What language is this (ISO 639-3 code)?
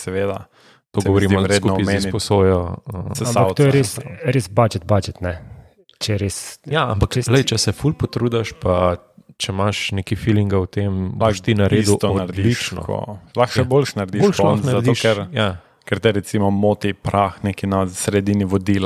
slv